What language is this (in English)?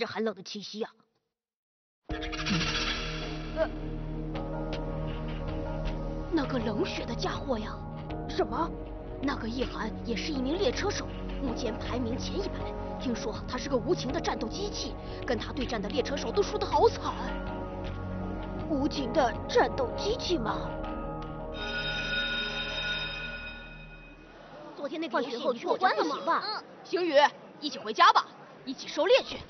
Chinese